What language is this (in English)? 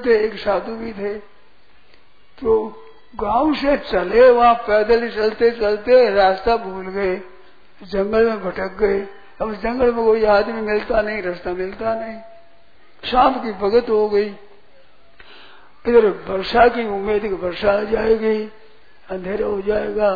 Hindi